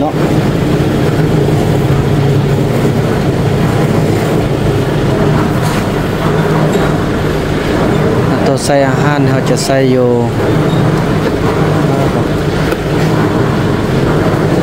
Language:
Thai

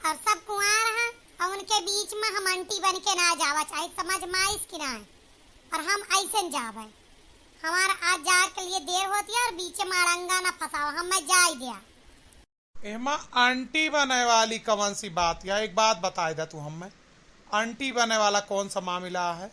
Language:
Awadhi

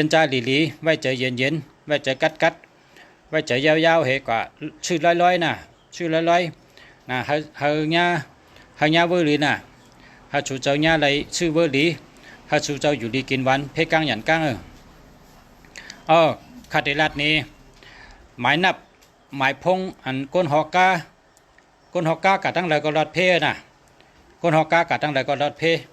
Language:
Shan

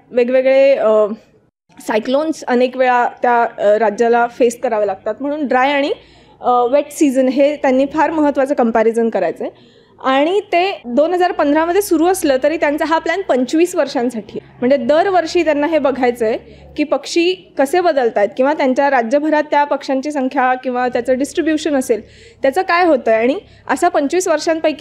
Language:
Marathi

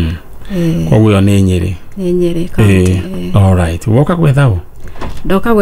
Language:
Kikuyu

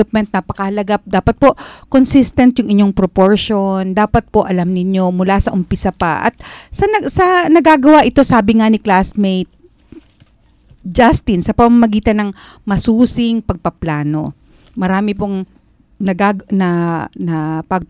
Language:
Filipino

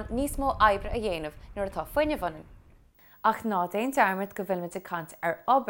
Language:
Irish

